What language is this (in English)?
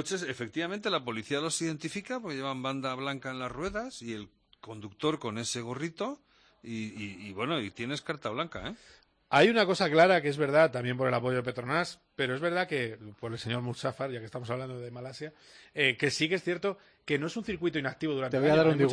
Spanish